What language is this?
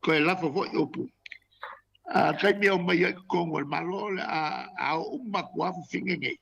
Samoan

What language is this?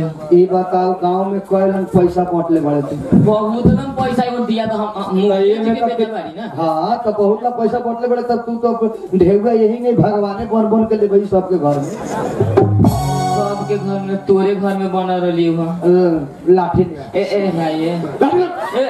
Bhojpuri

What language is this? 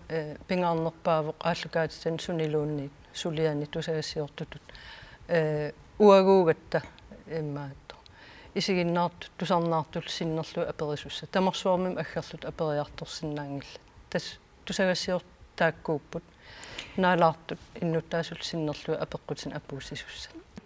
Kalaallisut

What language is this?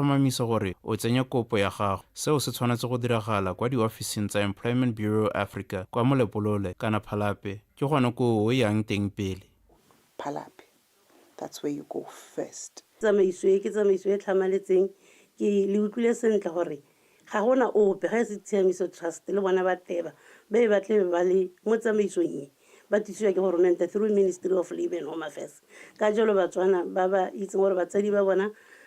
Tswana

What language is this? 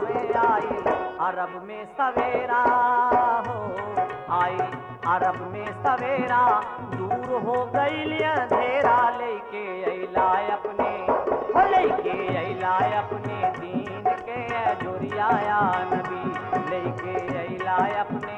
Hindi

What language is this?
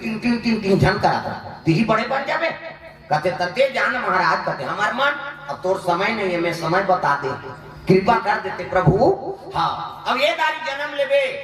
Chhattisgarhi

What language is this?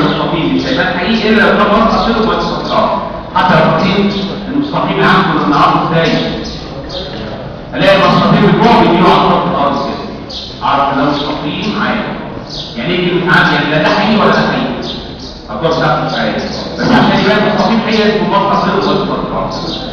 Egyptian Arabic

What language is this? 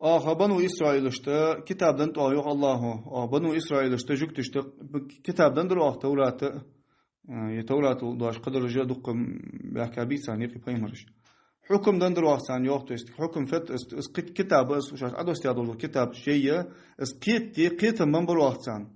Ingush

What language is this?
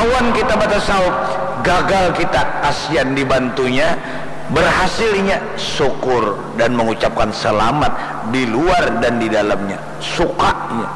Banjar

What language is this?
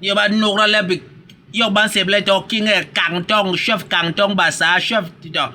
Basaa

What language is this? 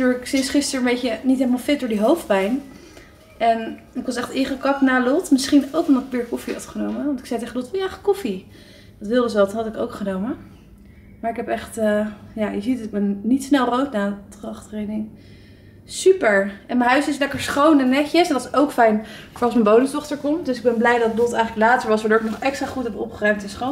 Dutch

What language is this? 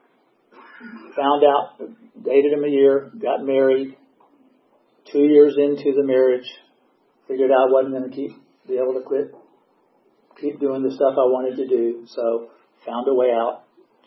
English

